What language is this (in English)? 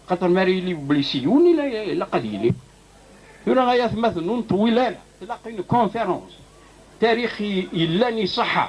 Kabyle